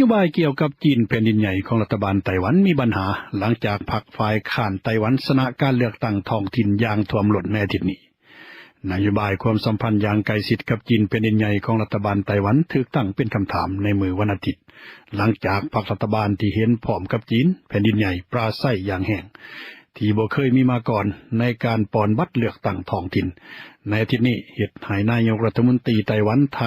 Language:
Lao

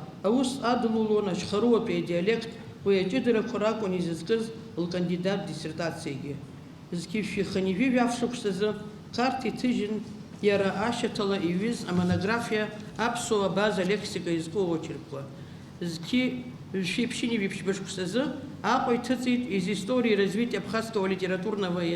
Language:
Abkhazian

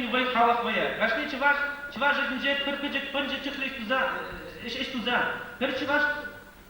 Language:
Chuvash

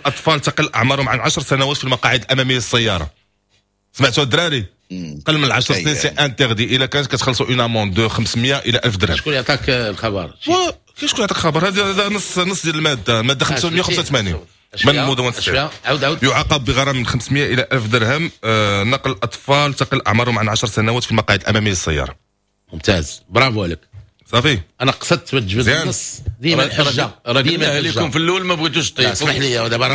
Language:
Moroccan Arabic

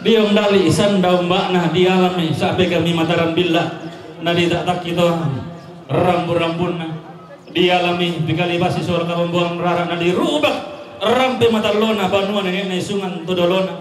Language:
Toraja-Sa'dan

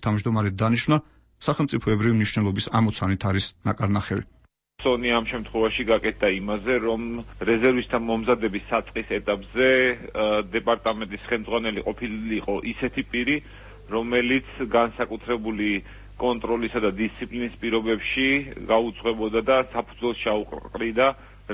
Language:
Georgian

